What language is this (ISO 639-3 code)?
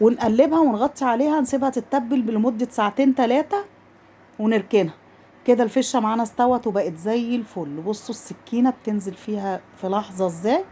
arz